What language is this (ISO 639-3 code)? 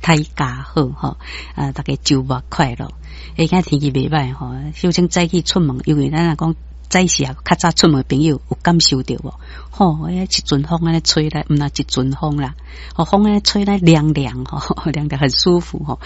nan